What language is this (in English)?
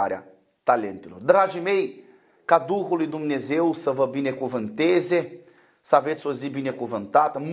Romanian